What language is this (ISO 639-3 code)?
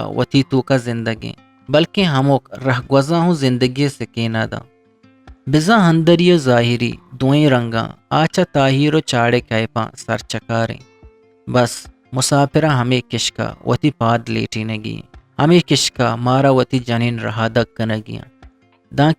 bgp